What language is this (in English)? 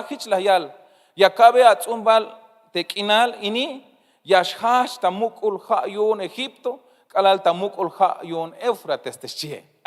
Tzeltal